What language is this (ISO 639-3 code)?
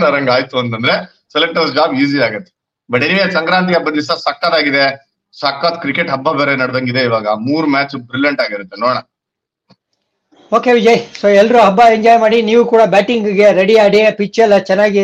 kan